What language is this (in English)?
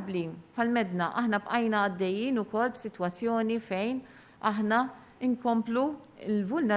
Maltese